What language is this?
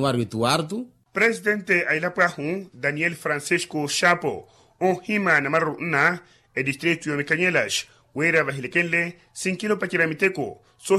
Makhuwa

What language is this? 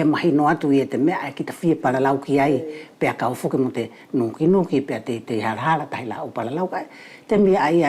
Wallisian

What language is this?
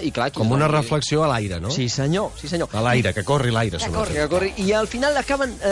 Catalan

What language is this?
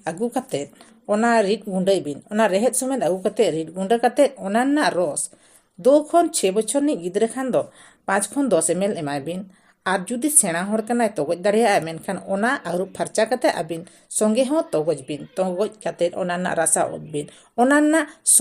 Santali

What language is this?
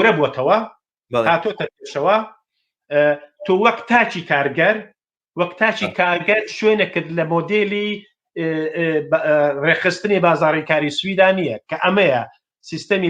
Central Kurdish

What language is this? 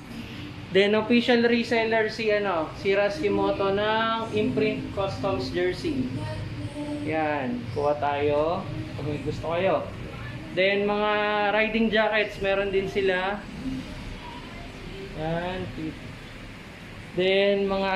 Filipino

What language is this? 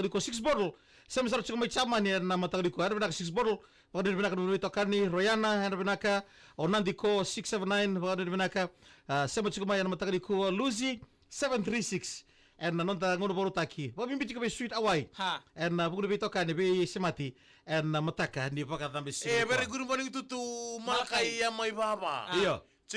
Fijian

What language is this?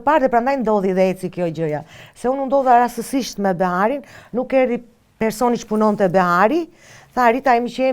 Albanian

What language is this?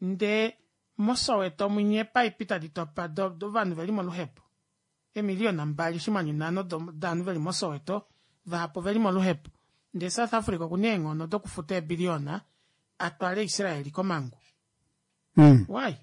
Kuanyama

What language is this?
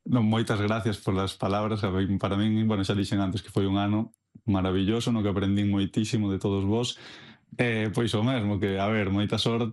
Galician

